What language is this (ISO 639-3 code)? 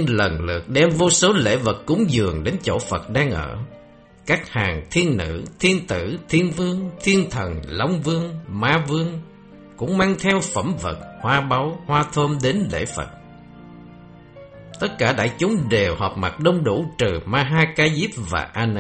vie